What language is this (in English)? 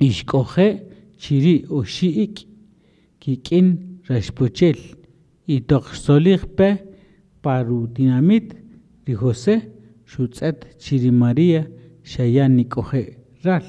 Kaqchikel